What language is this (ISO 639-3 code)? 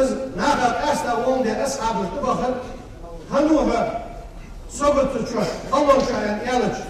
inh